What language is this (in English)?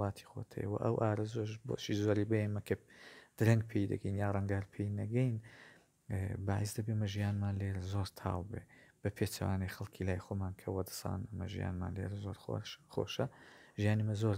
Central Kurdish